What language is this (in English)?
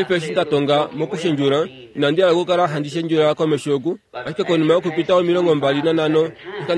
Kuanyama